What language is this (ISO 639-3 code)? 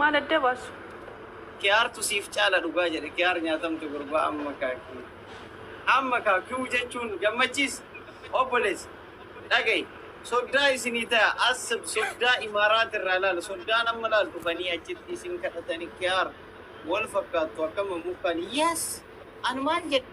orm